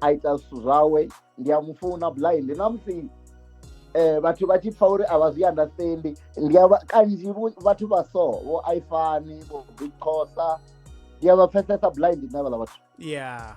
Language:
Venda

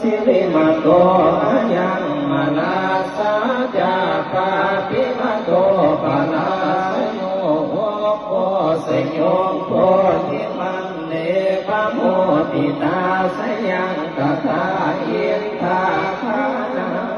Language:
Pali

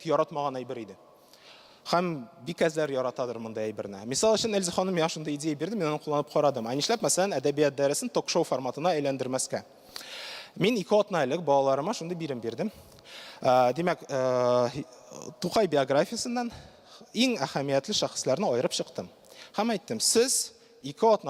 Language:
Tatar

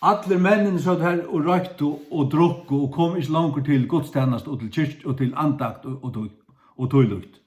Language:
Faroese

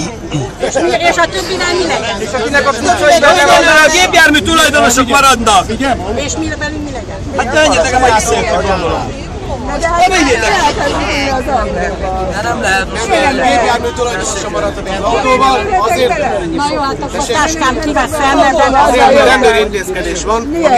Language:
Hungarian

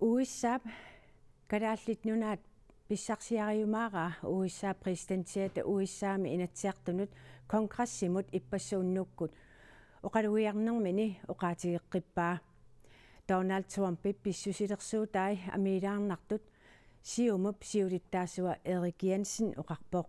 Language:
Kalaallisut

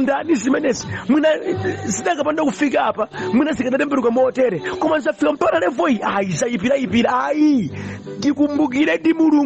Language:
Nyanja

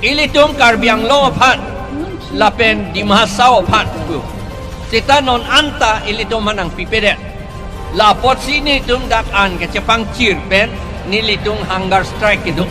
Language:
Karbi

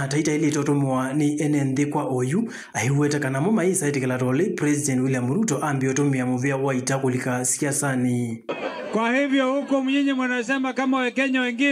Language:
Kamba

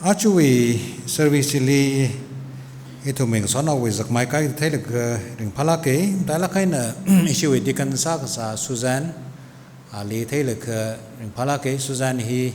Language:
Tangkhul Naga (India)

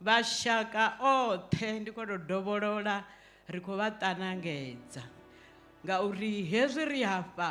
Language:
Venda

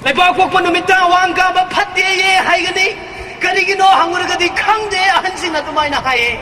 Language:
Manipuri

